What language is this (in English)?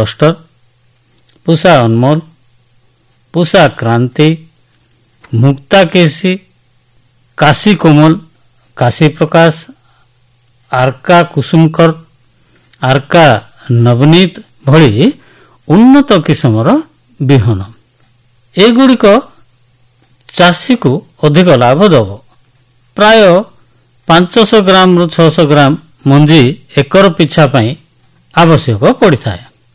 Odia